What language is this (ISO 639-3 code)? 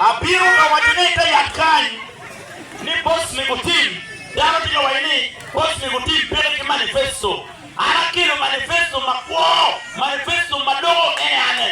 ach